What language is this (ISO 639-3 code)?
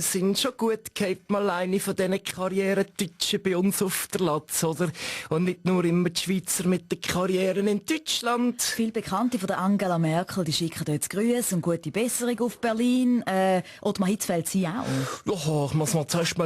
gsw